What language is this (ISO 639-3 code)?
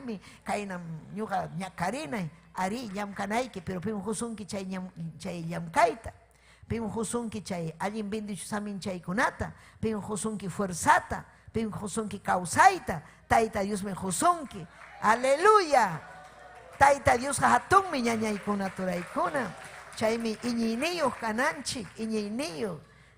quy